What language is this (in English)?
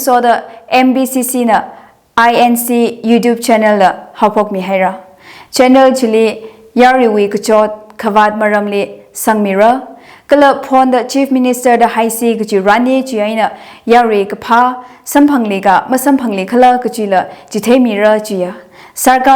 Tangkhul Naga (India)